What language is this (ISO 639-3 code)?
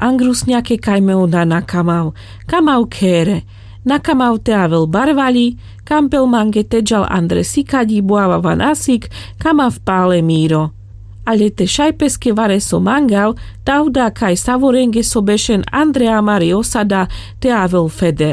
rmc